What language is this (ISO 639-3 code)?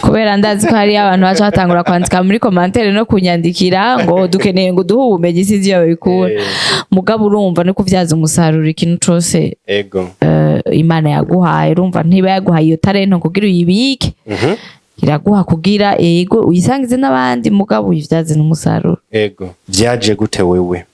run